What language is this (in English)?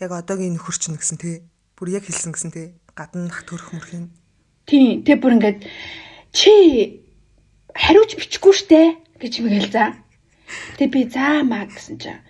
Mongolian